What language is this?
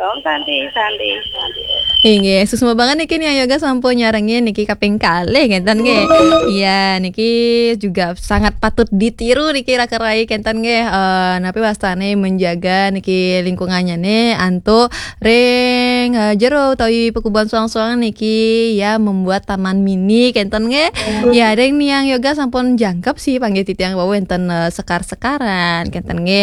Balinese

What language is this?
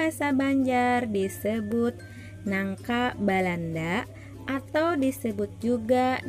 Banjar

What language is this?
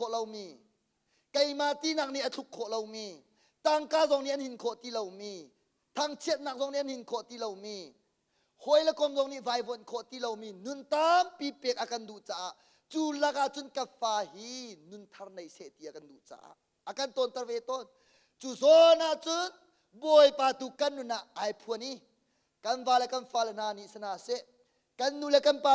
Hakha Chin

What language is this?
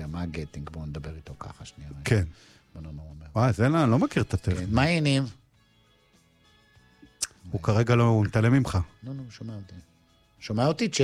Hebrew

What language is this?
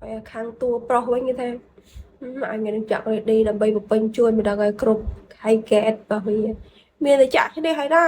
Khmer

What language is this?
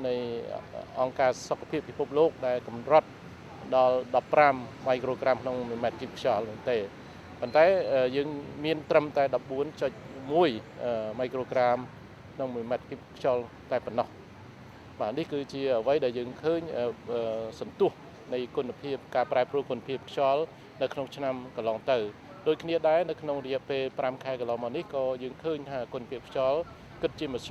Khmer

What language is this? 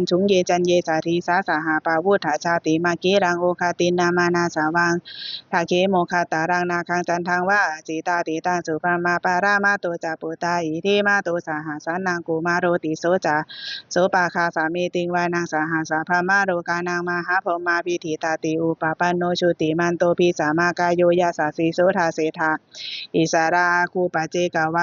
Pali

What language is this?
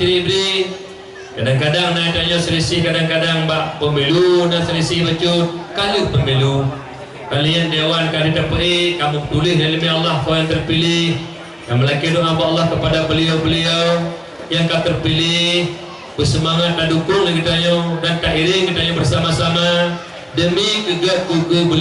Achinese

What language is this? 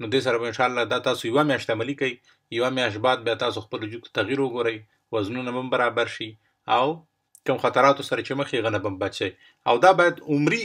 Pashto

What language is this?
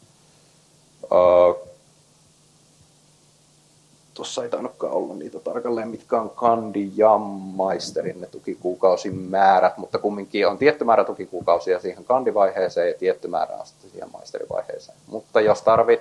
Finnish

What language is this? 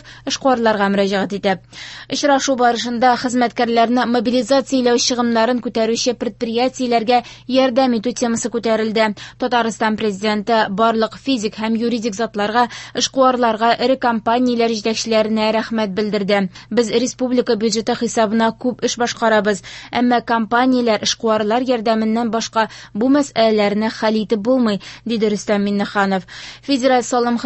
Tatar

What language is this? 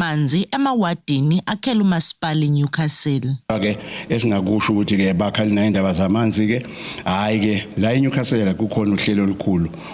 Zulu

